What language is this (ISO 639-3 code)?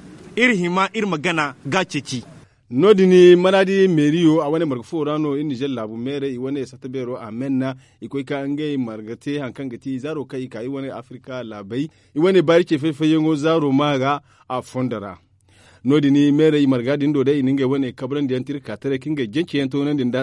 dje